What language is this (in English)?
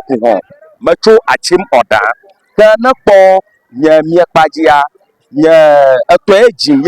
Ewe